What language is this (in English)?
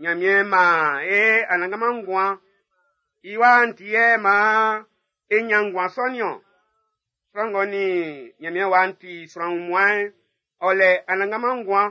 Baoulé